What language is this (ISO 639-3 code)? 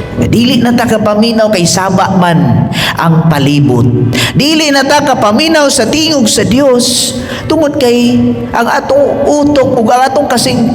ceb